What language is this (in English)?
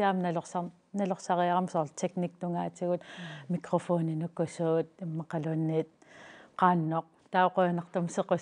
Kalaallisut